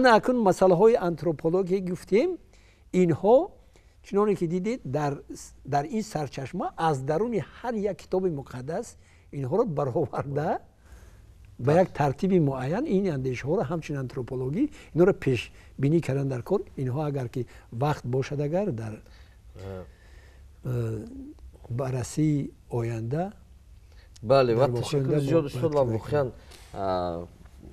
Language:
Persian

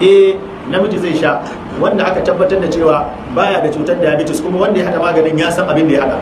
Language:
Hausa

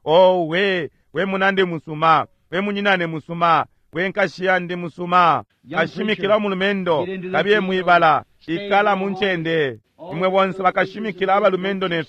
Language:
Bemba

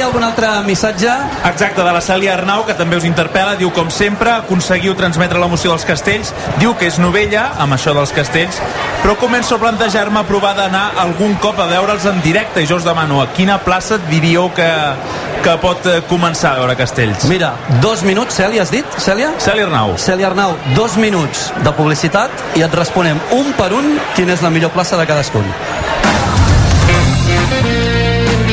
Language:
Catalan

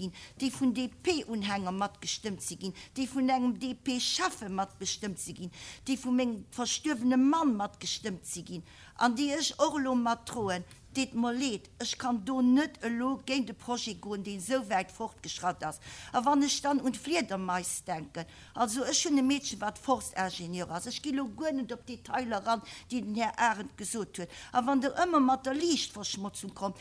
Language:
Luxembourgish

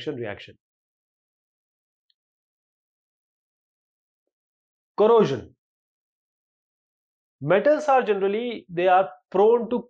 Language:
English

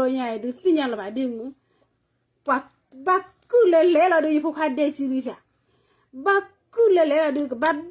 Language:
S'gaw Karen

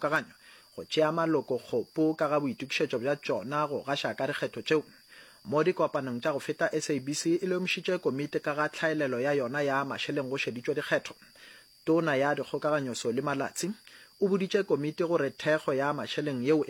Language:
Northern Sotho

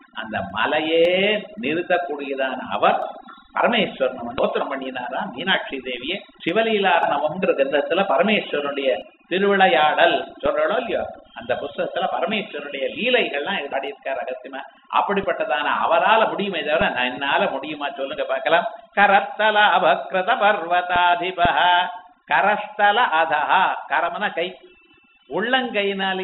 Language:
Tamil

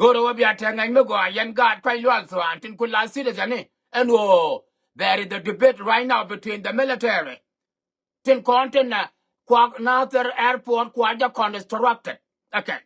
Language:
Nuer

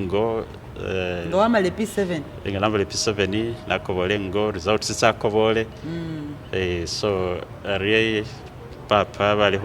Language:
Masaaba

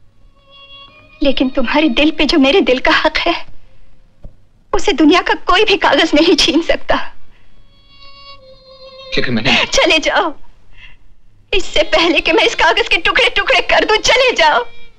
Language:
Hindi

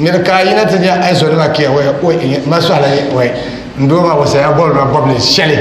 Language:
Dagbani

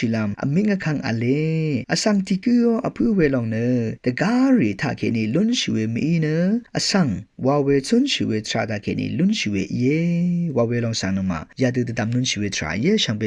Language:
Rawang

